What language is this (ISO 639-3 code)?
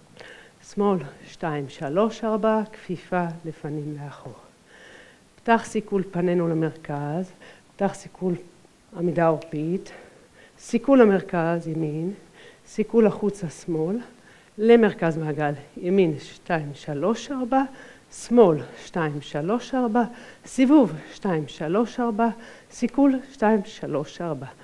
heb